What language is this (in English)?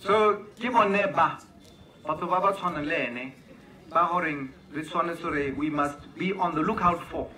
Tswana